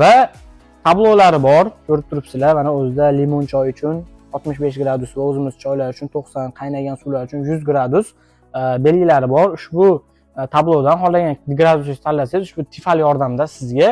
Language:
Uzbek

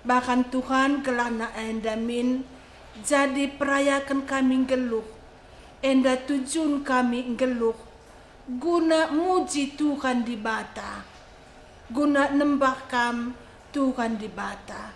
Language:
Batak Karo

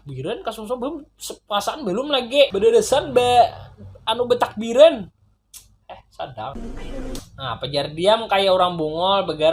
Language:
Banjar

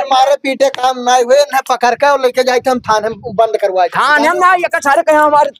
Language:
Awadhi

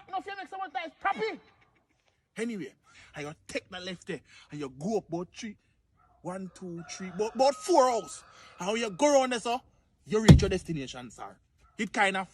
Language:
Jamaican Creole English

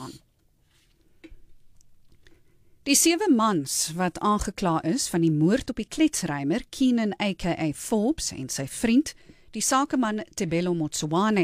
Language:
Afrikaans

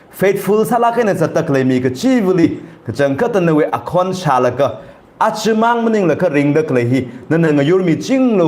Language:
Tangkhul Naga (India)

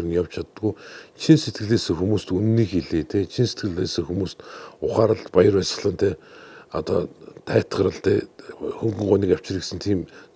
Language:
Mongolian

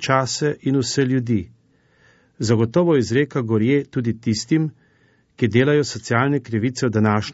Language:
Slovenian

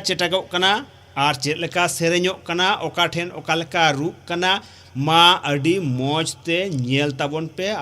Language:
Santali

